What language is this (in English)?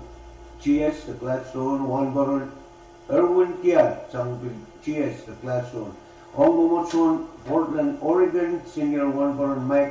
Pohnpeian